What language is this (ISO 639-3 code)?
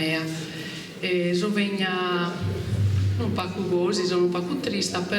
srd